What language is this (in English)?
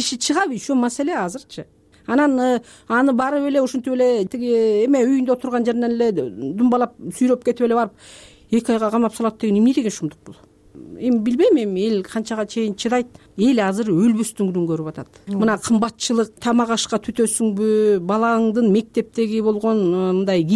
Kyrgyz